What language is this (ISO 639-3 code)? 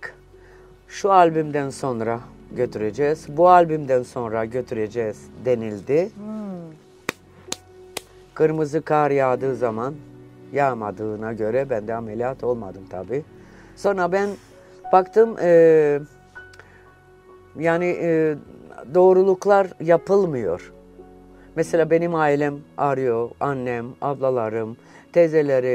tur